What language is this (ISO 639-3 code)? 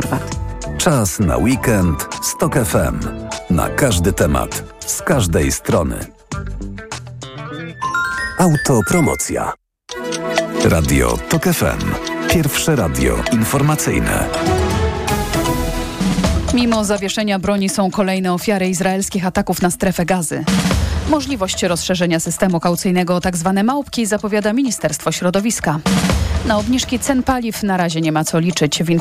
pol